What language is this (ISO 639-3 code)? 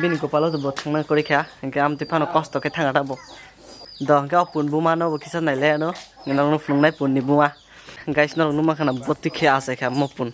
trp